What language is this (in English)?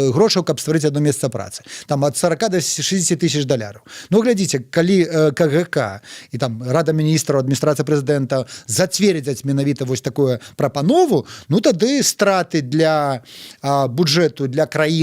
Belarusian